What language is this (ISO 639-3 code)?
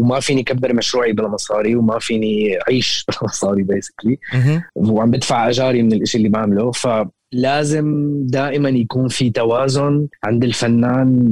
apc